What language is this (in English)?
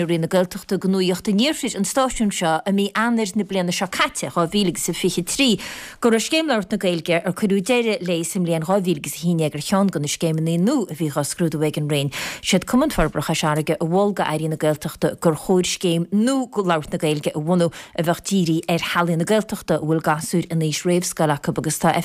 Irish